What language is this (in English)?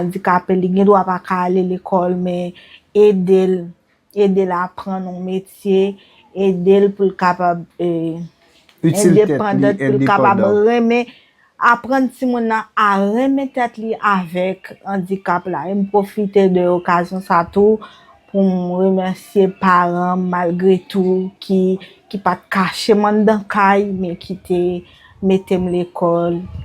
Haitian Creole